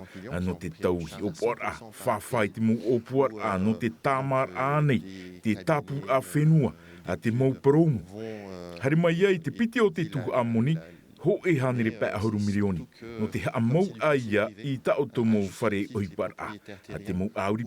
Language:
Tahitian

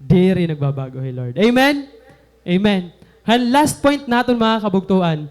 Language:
Waray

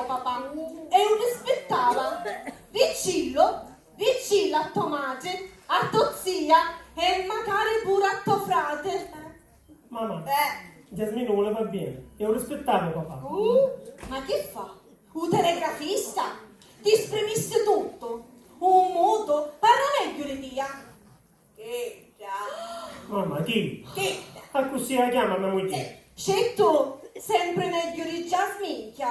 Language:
Sicilian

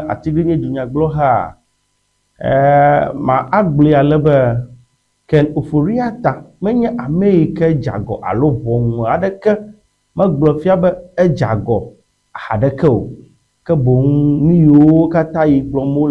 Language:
Ewe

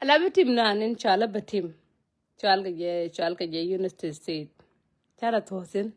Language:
Nuer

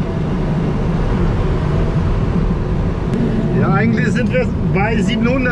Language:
German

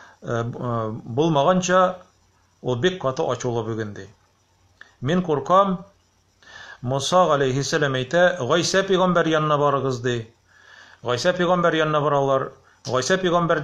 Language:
Tatar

